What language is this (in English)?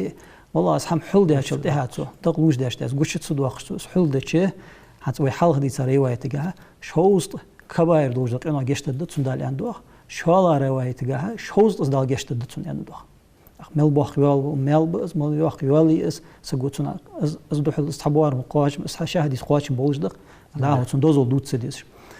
Ingush